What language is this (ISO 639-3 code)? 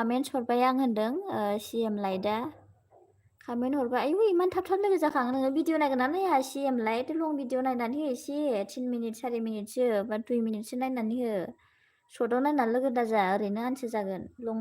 brx